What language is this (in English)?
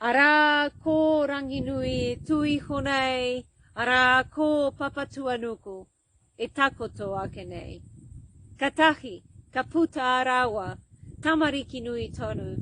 Māori